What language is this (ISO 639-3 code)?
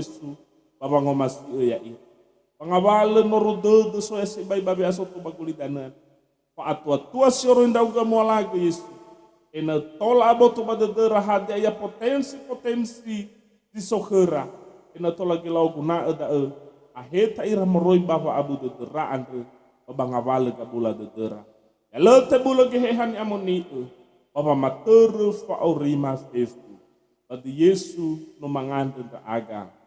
nia